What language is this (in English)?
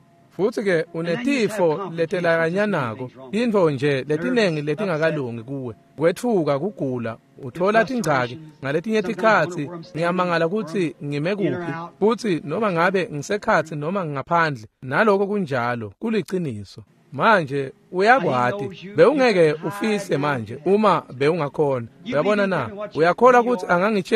Swati